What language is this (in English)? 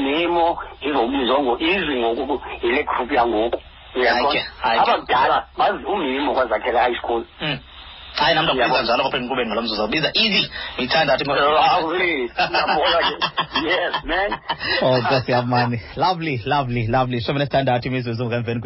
Xhosa